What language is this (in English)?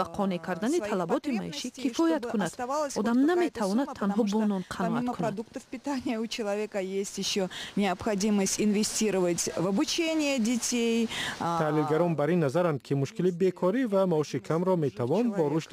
Tajik